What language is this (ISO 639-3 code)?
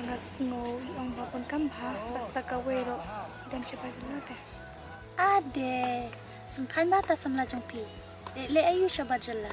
kha